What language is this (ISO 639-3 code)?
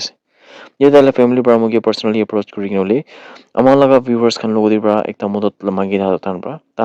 nag